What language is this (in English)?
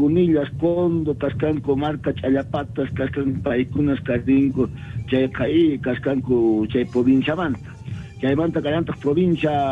South Bolivian Quechua